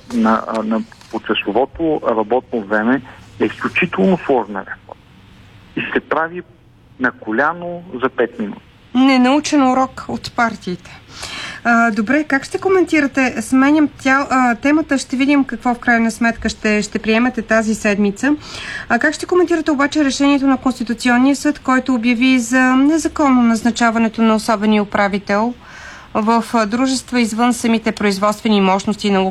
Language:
Bulgarian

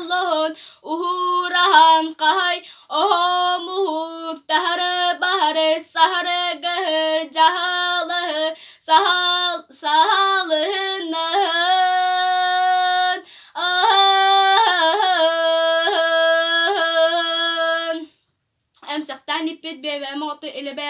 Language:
Yakut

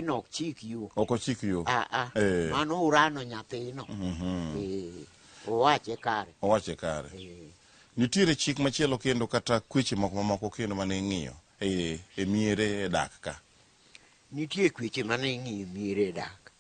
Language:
Luo (Kenya and Tanzania)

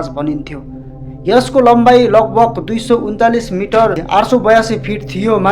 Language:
Nepali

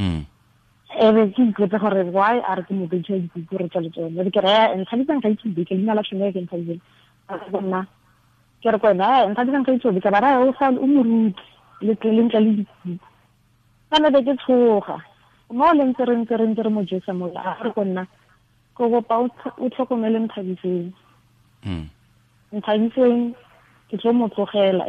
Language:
Tswana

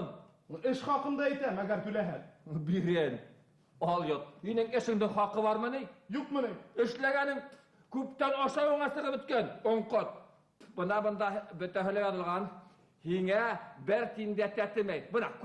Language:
Bashkir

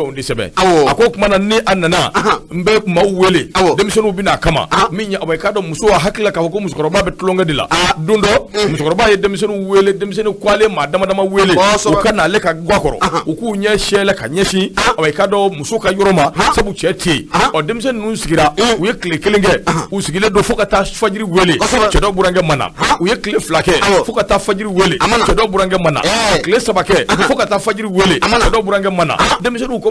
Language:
Bambara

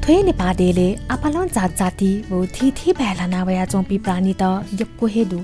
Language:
Newari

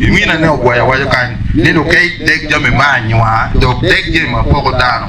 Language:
Acoli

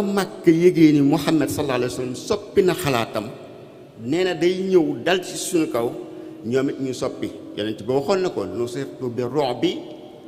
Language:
Wolof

